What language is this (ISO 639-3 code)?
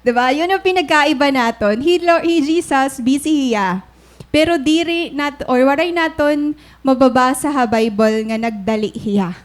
war